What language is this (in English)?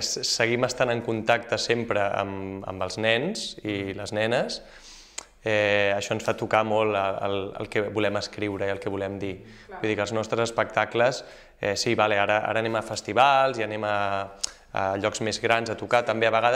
Catalan